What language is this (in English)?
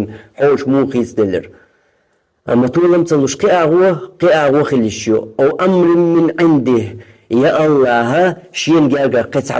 Chechen